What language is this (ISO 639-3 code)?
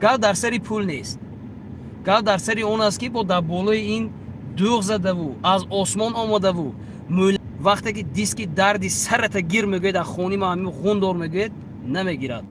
tgk